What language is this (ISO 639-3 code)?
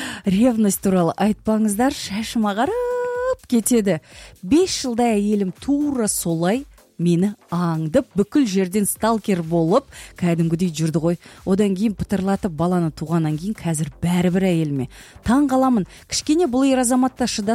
kaz